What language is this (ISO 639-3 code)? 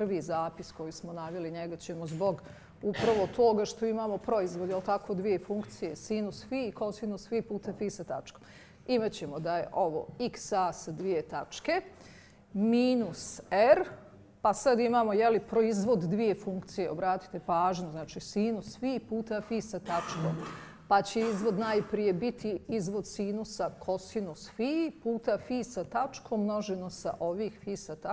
bos